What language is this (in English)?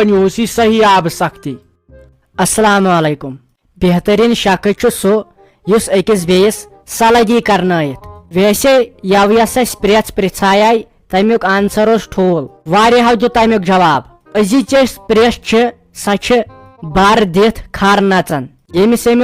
Kashmiri